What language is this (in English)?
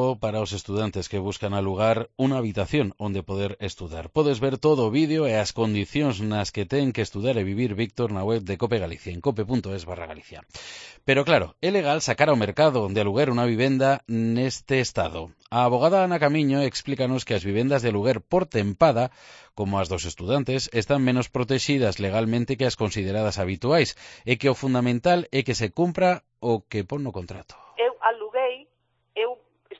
Galician